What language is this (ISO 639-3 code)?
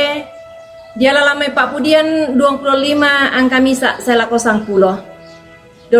sda